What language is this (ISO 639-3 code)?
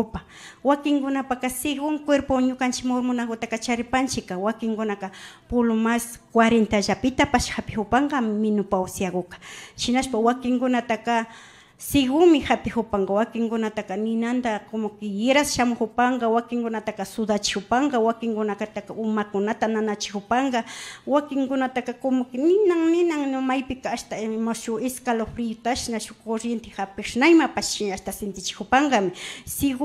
qvi